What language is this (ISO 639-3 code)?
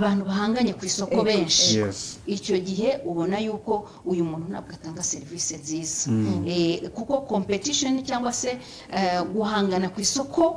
kin